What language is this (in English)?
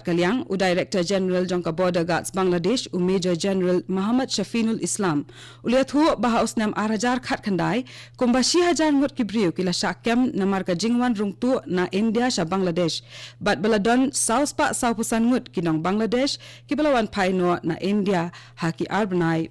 Khasi